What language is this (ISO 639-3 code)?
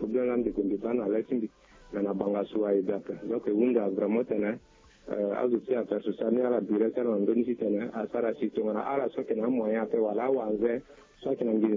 sag